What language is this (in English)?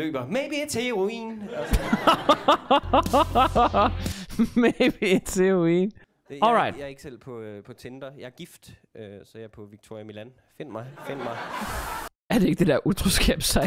Danish